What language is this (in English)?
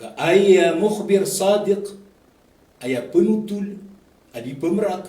Maranao